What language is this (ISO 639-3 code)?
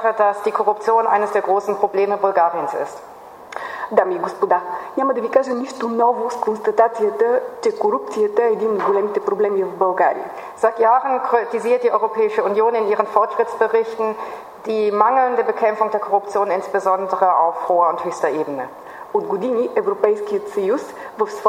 bul